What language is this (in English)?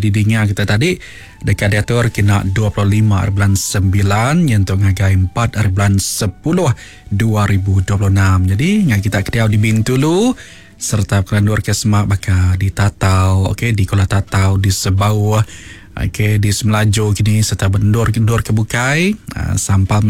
Iban